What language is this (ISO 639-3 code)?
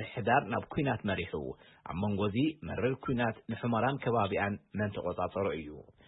tir